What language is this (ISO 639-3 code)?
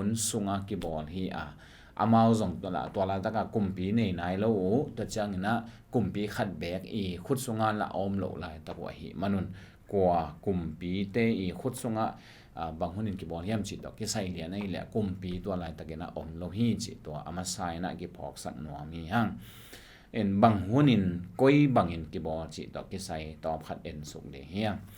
ctd